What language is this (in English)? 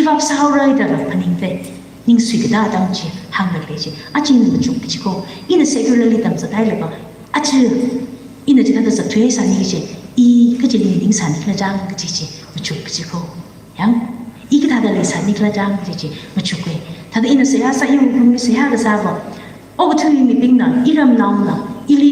Tangkhul Naga (India)